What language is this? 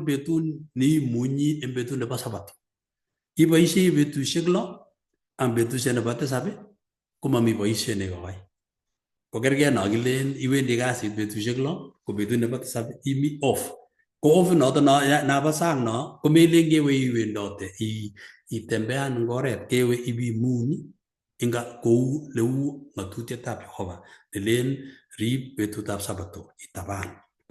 Kalenjin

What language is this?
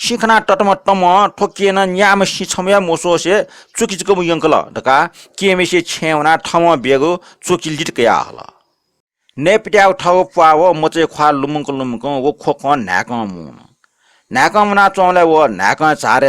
Newari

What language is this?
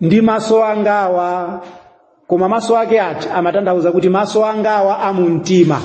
Nyanja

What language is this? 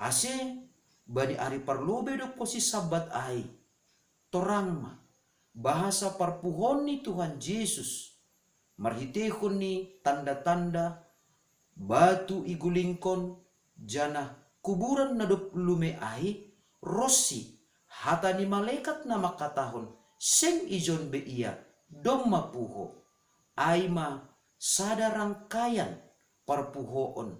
Batak Simalungun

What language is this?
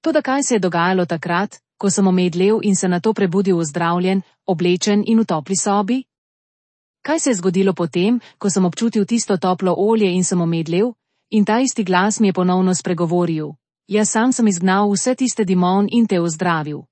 Slovenian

